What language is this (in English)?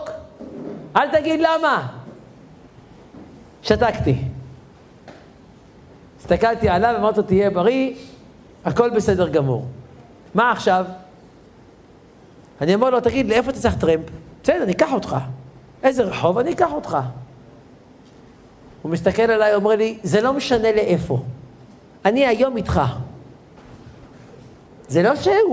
Hebrew